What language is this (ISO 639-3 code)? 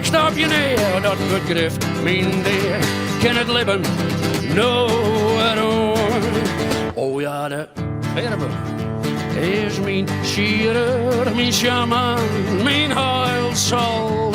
fry